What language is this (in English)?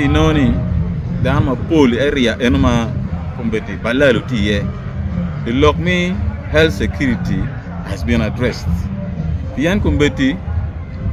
Acoli